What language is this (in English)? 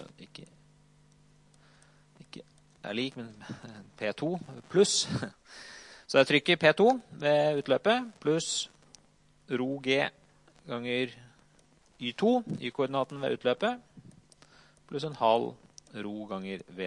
Norwegian